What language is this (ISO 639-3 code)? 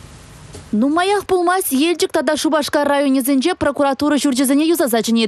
chv